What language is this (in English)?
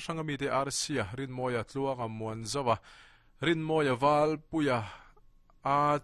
Mizo